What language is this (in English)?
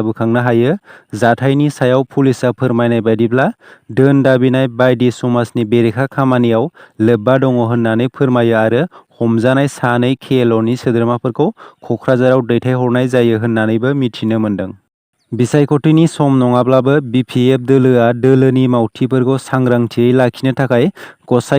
Bodo